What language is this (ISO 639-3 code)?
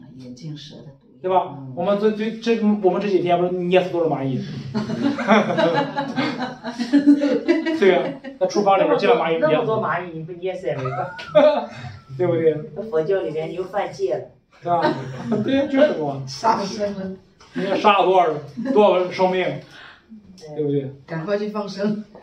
zho